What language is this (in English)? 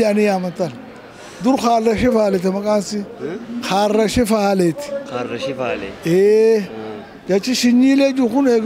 Oromo